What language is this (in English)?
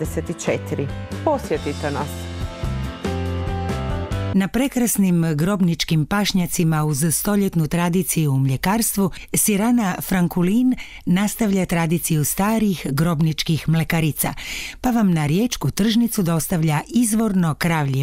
Croatian